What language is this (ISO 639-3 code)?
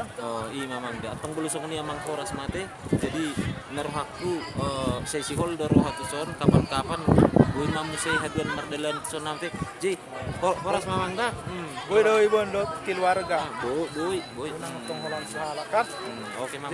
bbc